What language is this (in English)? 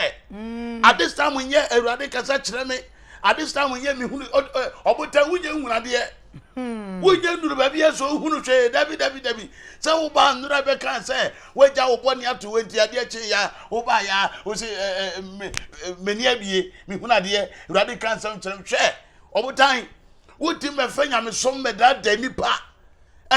Akan